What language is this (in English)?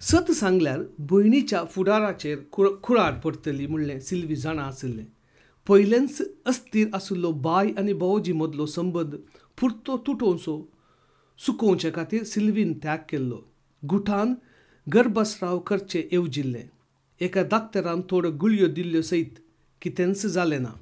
Konkani